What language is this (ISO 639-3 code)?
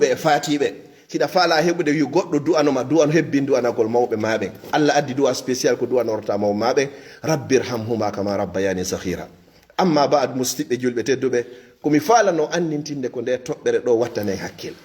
ful